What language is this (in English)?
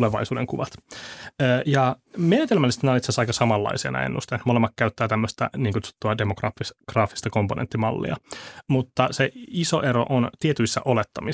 Finnish